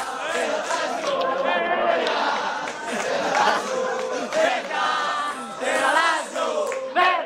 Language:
Italian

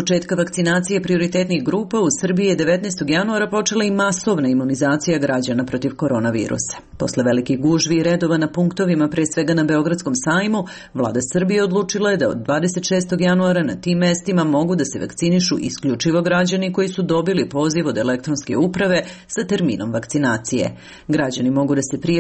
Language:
Serbian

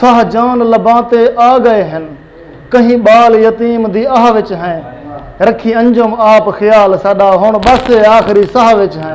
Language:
Saraiki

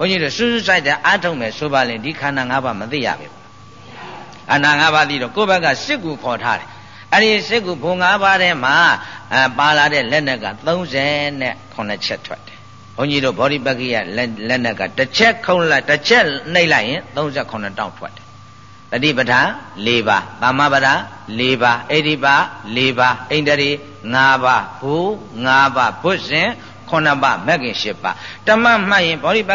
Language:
Burmese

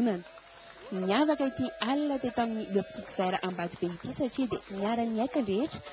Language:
Malagasy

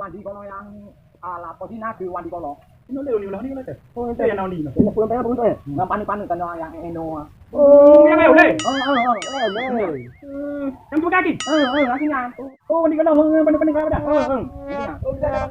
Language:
Achinese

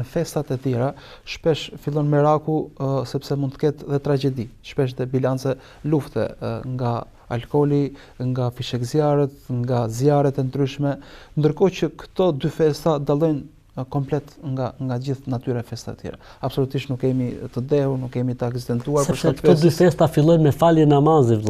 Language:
Albanian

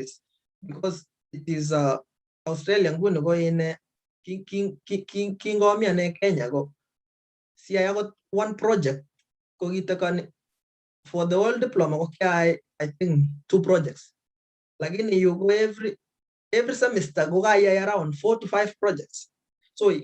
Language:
Kalenjin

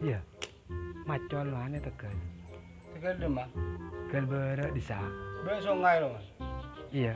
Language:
Madurese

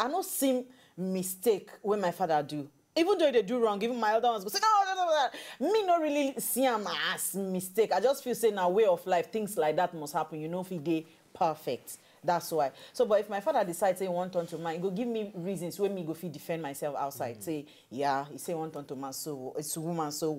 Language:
Nigerian Pidgin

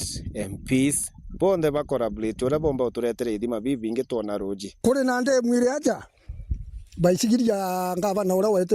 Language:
Meru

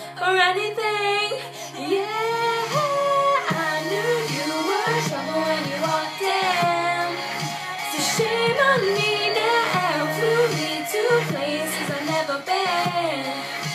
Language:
English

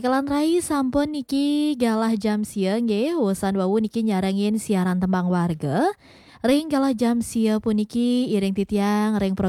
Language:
Balinese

